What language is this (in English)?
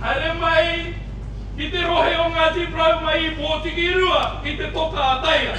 Māori